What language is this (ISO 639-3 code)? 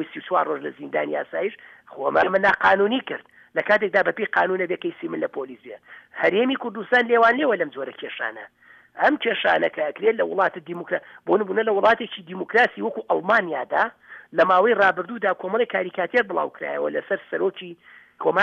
ckb